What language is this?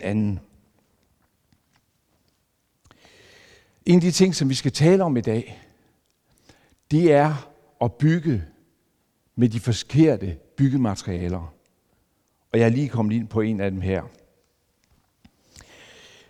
Danish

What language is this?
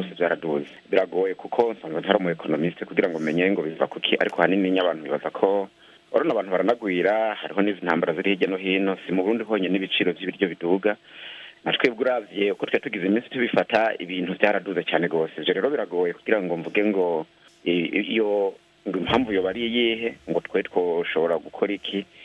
Rundi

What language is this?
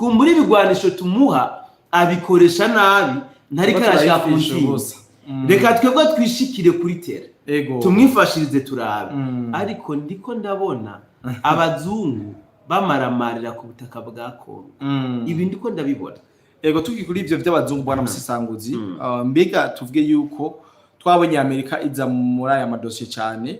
Rundi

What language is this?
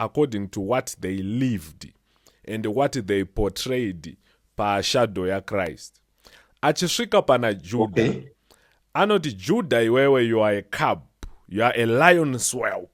Shona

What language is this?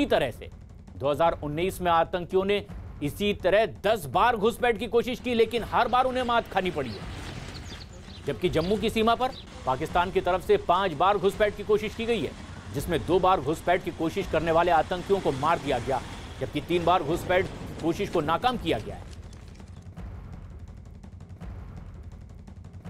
Hindi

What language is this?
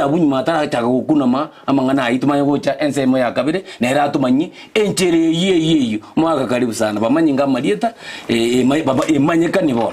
Gusii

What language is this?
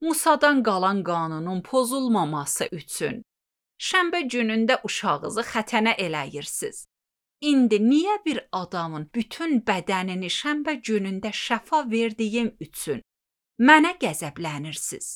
Azerbaijani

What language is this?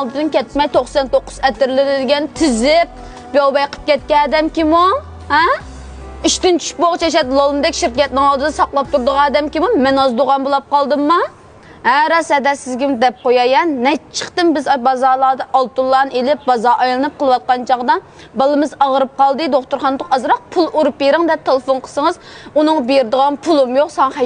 Uyghur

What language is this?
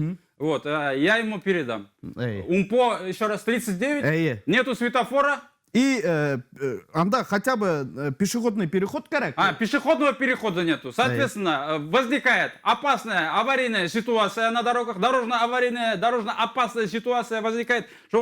Bashkir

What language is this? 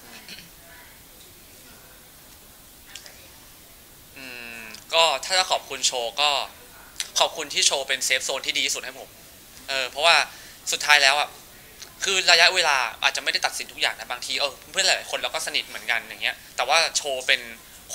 Thai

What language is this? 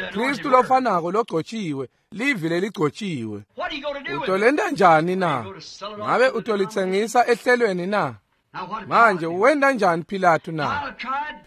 Swati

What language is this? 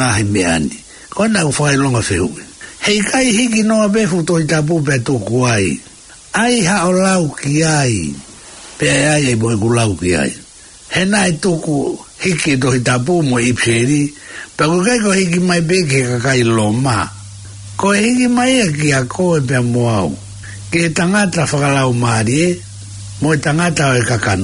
Tongan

